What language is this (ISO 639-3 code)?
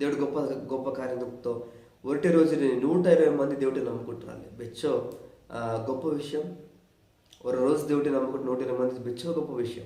kff